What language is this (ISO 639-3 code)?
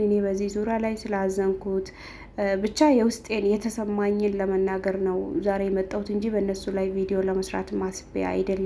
amh